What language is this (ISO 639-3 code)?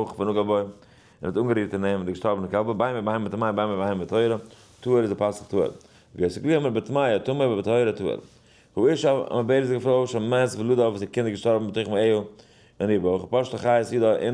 yid